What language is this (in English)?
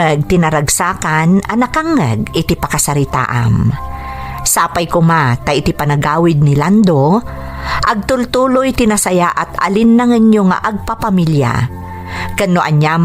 Iloko